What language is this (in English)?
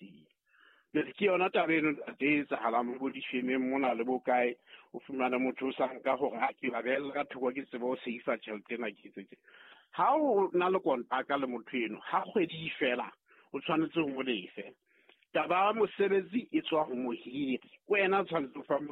Southern Sotho